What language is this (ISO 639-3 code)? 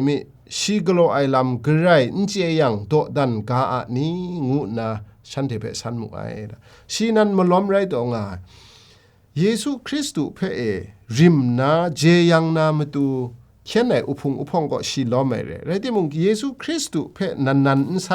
kac